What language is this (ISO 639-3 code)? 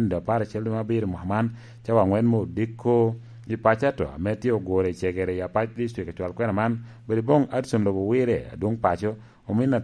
laj